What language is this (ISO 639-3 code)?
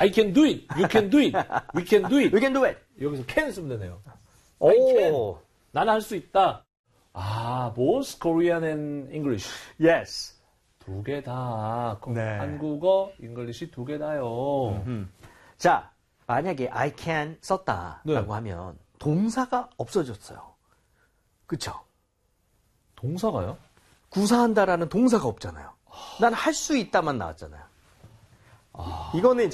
kor